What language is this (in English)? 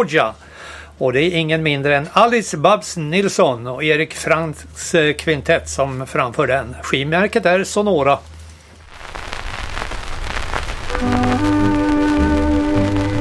Swedish